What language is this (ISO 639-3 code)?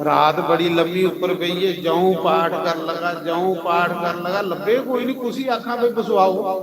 doi